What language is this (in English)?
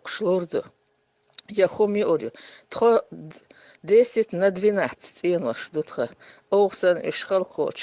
Chechen